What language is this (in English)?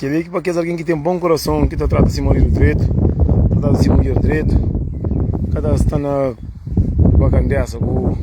Kabuverdianu